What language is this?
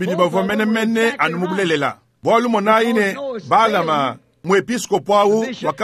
Luba-Lulua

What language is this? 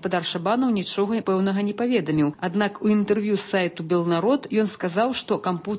Belarusian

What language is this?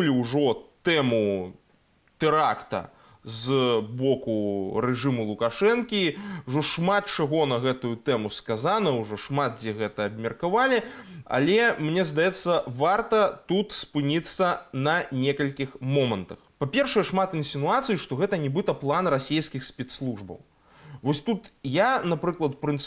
Belarusian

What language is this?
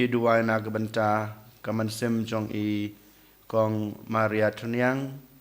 Khasi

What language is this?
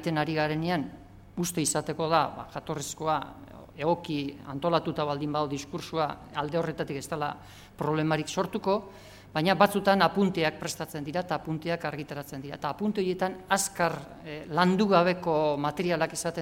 Basque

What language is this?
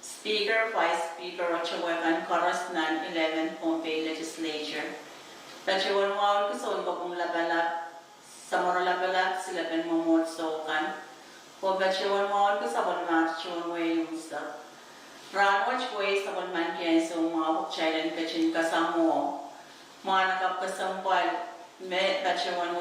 Pohnpeian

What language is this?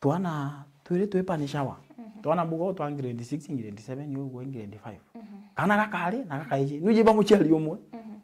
Meru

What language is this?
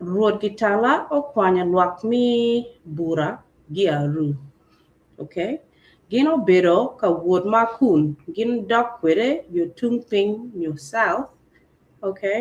Acoli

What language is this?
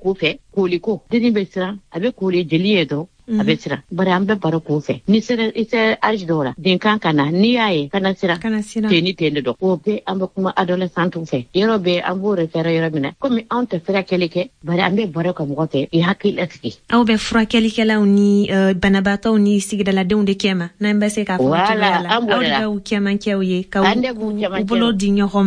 Bambara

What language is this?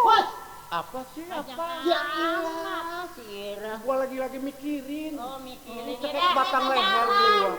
Betawi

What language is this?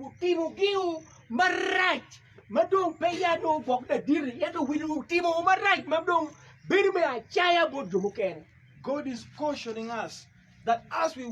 Acoli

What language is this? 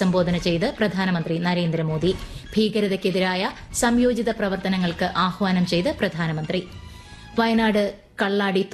Malayalam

